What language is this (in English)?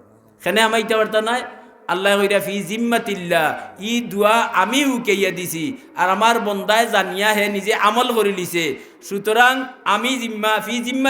Sylheti